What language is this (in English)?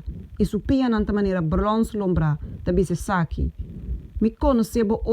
Papiamento